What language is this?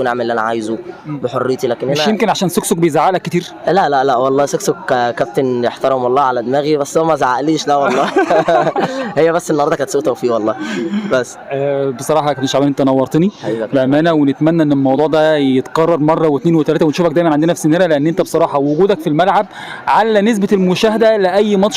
Egyptian Arabic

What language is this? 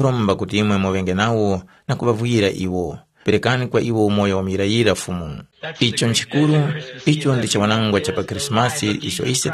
Tumbuka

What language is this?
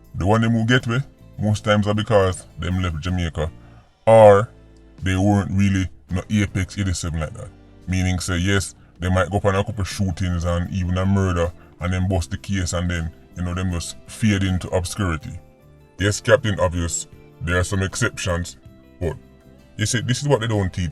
Jamaican Creole English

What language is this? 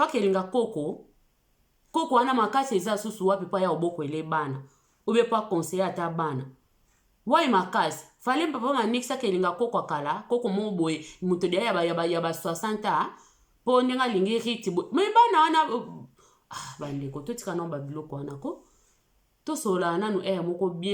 Lingala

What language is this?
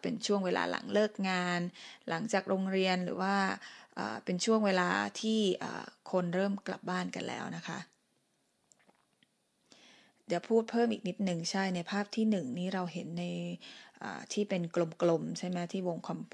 Thai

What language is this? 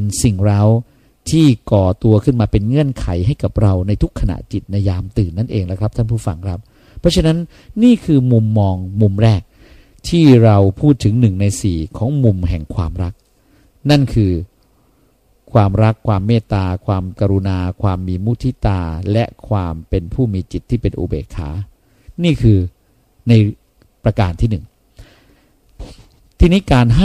Thai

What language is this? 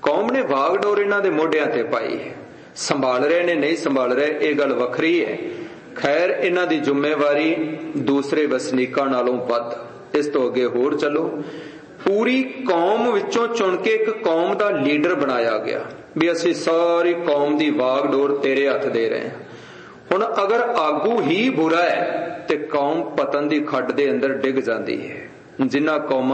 Punjabi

